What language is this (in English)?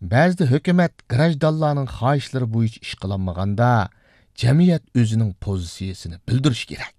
Uyghur